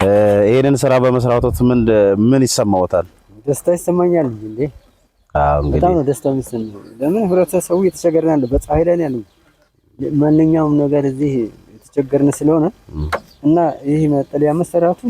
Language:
Amharic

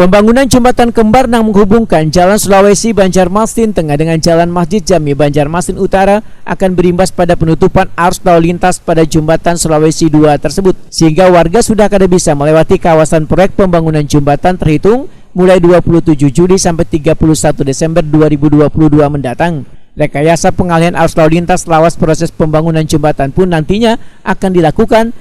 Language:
Banjar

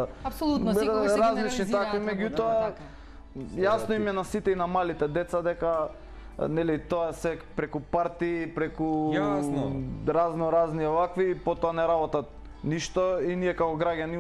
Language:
Macedonian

